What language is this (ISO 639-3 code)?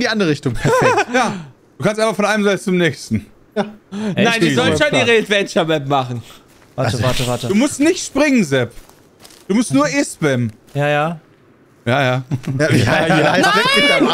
deu